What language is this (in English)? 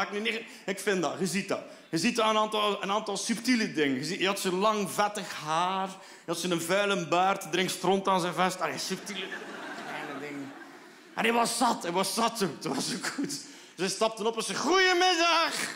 Dutch